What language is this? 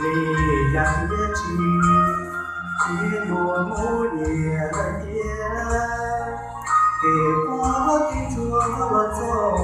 Hmong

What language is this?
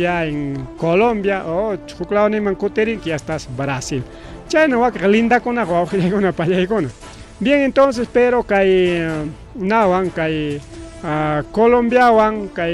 Ayacucho Quechua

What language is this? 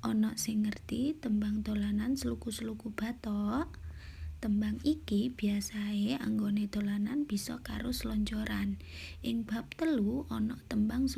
Javanese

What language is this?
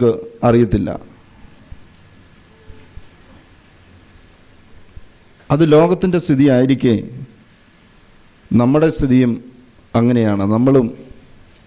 Malayalam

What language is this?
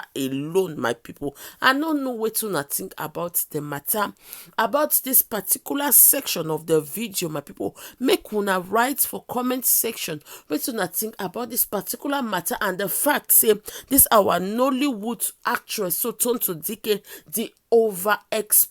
Nigerian Pidgin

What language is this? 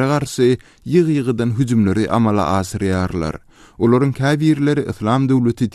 Turkmen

